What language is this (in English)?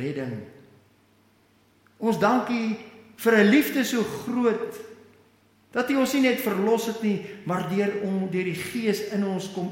Afrikaans